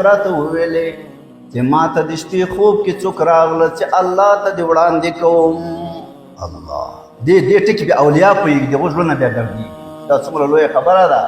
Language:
Pashto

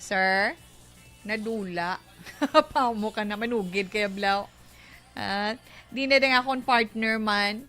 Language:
Hiligaynon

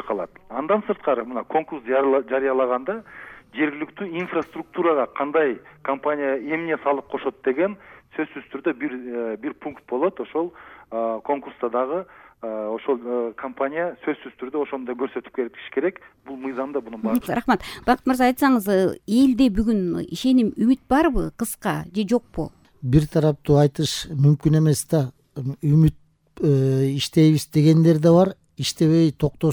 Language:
Kyrgyz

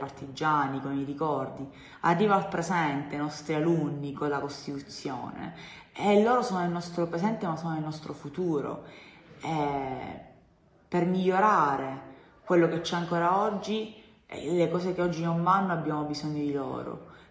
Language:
Italian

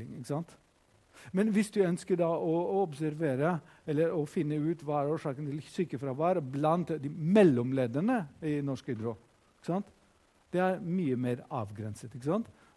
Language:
Norwegian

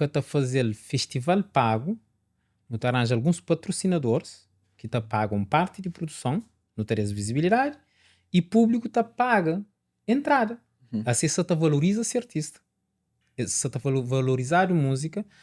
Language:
Kabuverdianu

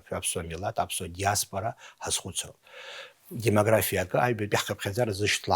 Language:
Abkhazian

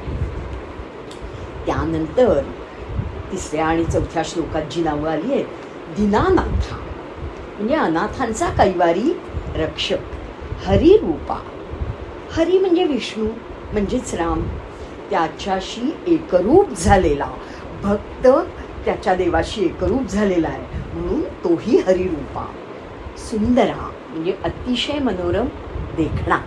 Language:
Marathi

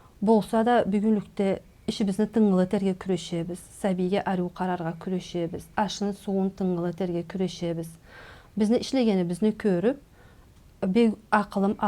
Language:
Karachay-Balkar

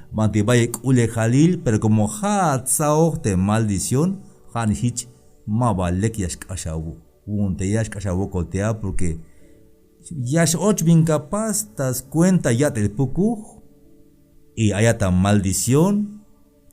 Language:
Tzeltal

